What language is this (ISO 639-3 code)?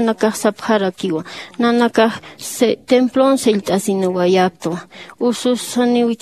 aym